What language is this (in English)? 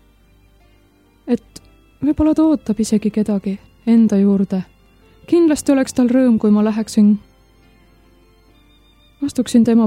Estonian